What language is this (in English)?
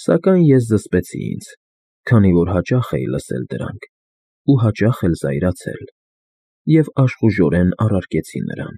Armenian